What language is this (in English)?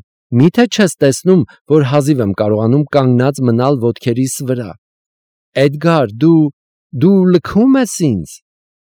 Armenian